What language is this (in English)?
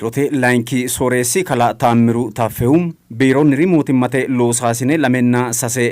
Sidamo